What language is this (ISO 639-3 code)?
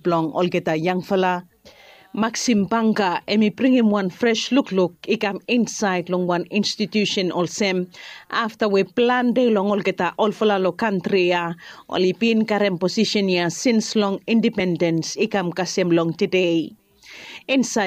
bis